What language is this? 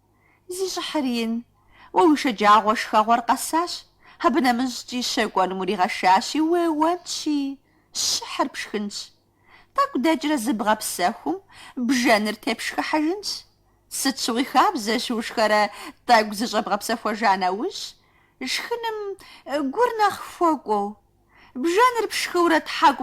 Kabardian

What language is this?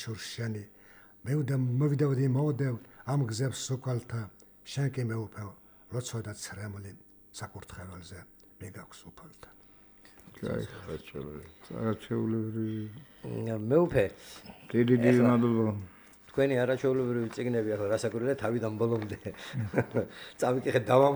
Georgian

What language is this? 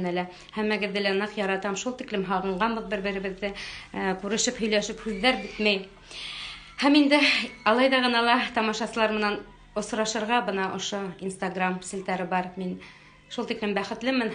Bashkir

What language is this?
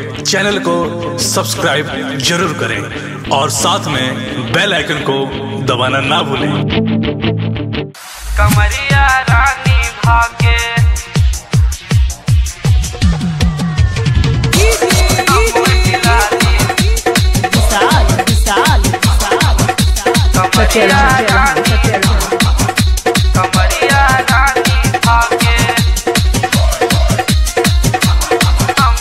Bhojpuri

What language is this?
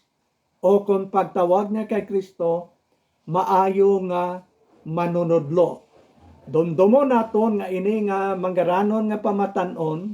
Hiligaynon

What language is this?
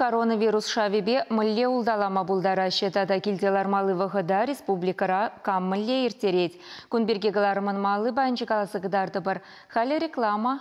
Chuvash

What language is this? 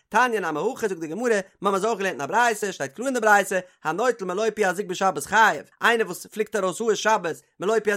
Yiddish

